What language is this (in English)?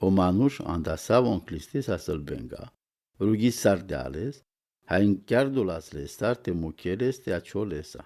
Romany